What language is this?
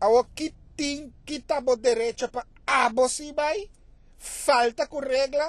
Papiamento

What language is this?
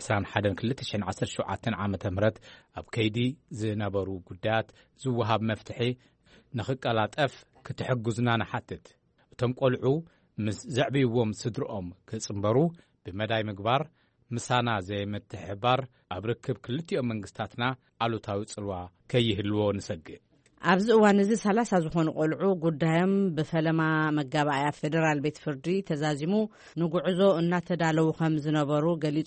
Tigrinya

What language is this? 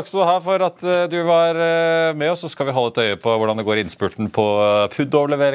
Norwegian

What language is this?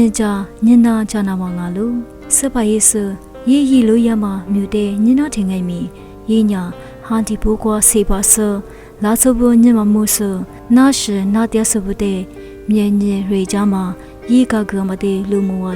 Lisu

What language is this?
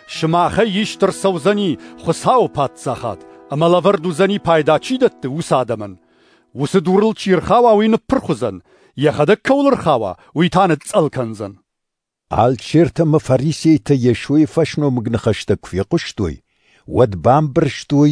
Ossetic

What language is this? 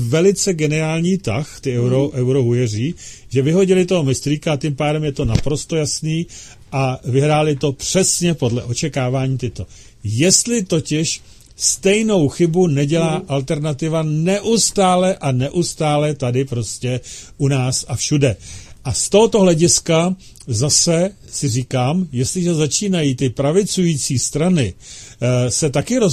Czech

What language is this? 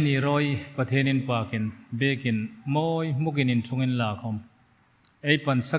Hmar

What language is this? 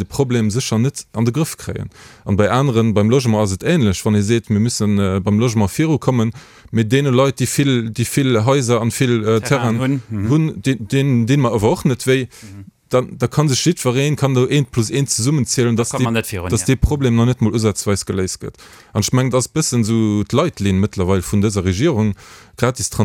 Luxembourgish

